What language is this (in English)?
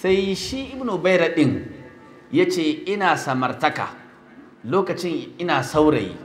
Hausa